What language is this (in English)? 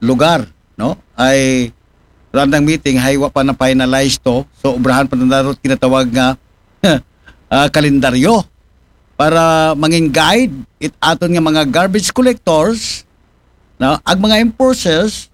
Aklanon